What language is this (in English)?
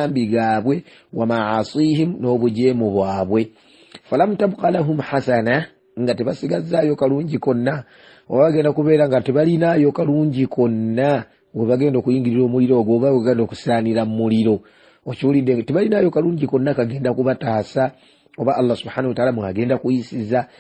Ganda